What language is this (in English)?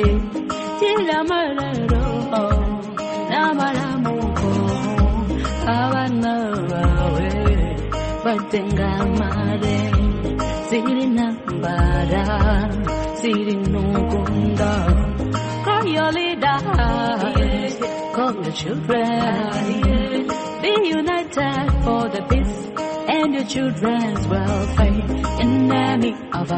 Kinyarwanda